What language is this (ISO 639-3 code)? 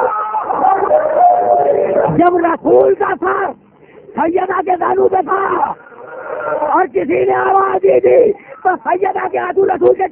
urd